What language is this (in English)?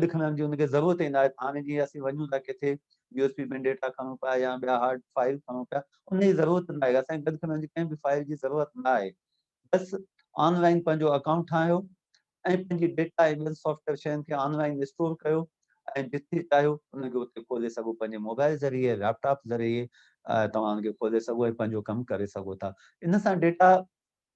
Sindhi